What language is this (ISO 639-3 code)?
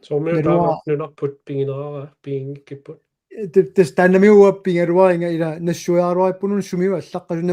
kal